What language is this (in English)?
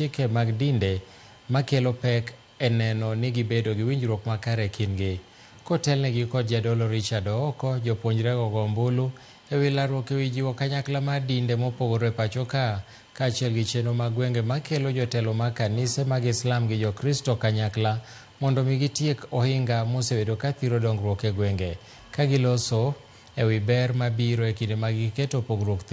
Luo (Kenya and Tanzania)